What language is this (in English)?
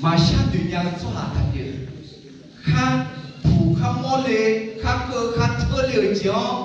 Akha